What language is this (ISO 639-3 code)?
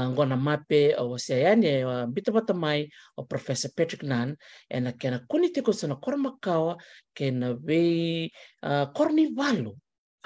fij